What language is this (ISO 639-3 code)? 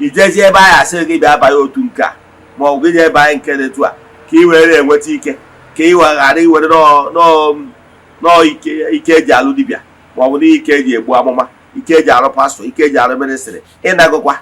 ibo